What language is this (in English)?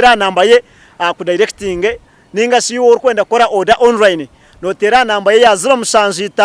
Nyankole